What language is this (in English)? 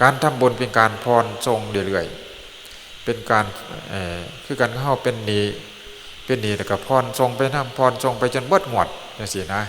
Northeastern Thai